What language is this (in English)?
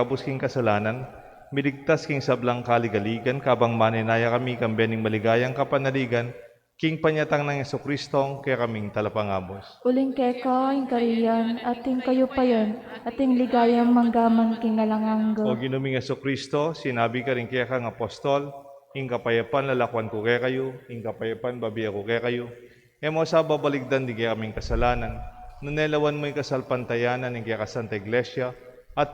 Pampanga